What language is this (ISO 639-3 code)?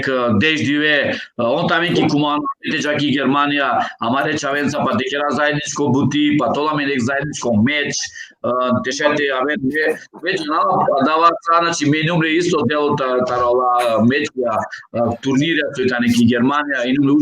rmn